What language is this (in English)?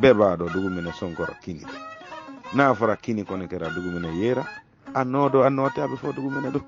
Bambara